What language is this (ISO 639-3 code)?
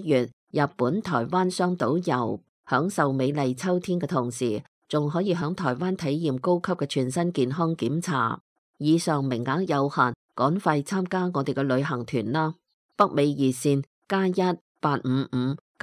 yue